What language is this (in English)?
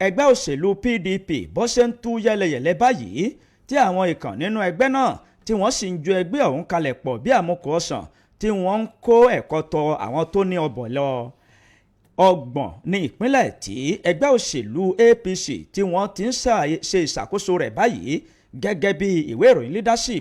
Yoruba